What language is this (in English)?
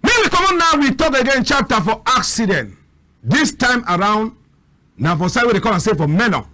Cameroon Pidgin